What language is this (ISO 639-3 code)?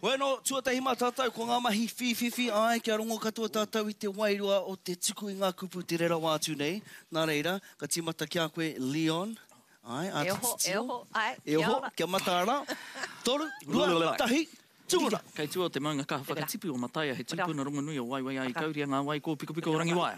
mri